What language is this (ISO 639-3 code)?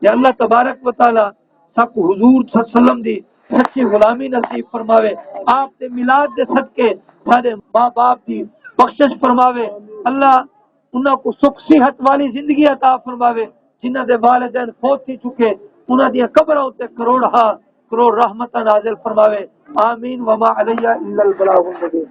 skr